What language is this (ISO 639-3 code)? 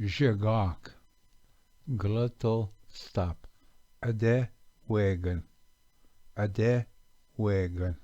oji